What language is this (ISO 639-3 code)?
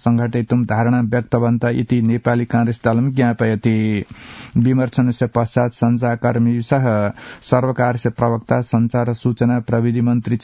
san